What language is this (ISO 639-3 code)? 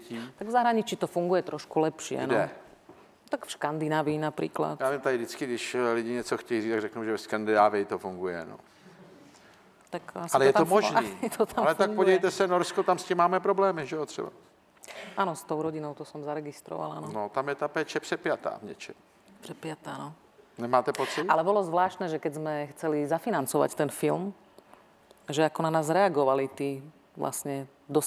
ces